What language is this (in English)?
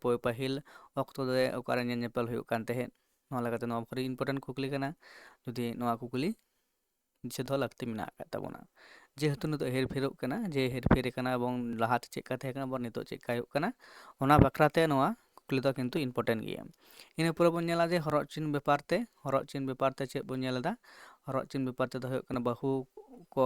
Santali